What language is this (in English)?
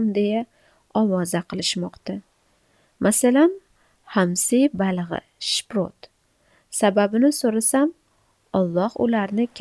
Uzbek